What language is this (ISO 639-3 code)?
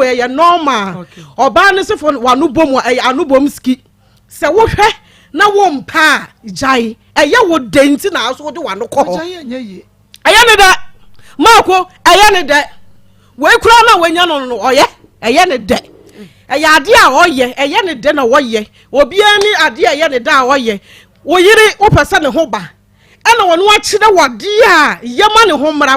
aka